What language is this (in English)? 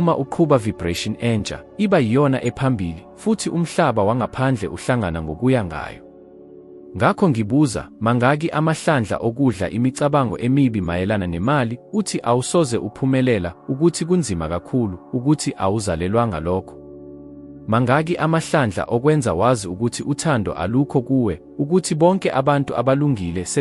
Zulu